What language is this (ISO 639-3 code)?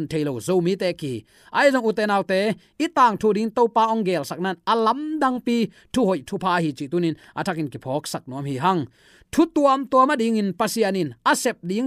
ctd